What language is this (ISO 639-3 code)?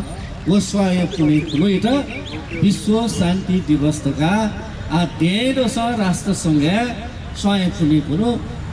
new